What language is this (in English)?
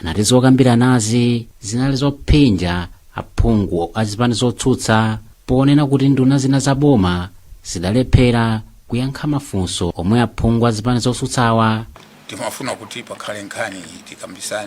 Nyanja